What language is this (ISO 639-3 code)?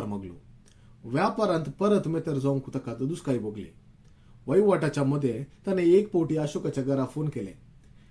kok